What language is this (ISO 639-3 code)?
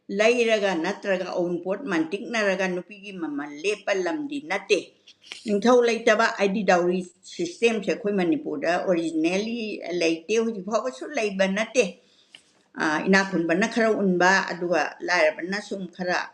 mni